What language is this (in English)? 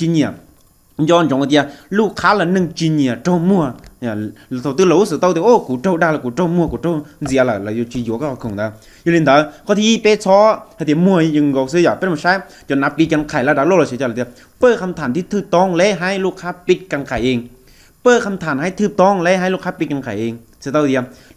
Hmong